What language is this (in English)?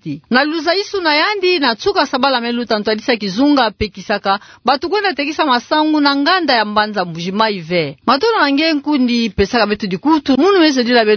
Kituba (Democratic Republic of Congo)